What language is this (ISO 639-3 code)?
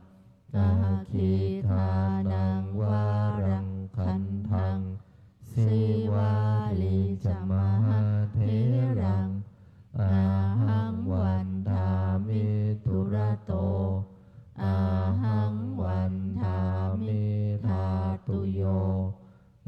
pli